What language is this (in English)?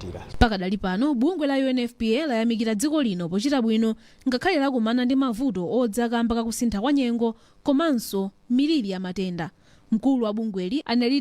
Nyanja